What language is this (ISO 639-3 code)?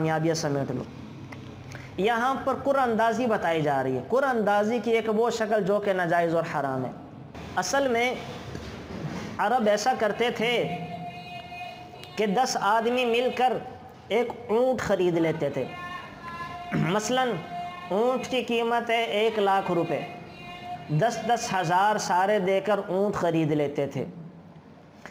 urd